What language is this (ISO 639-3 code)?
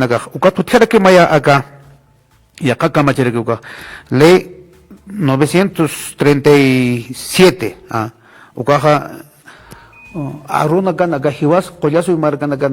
aym